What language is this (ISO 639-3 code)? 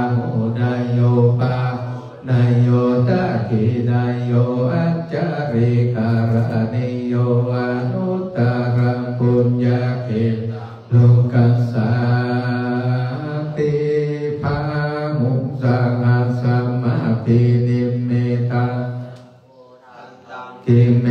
pli